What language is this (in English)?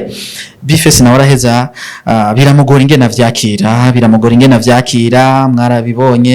Rundi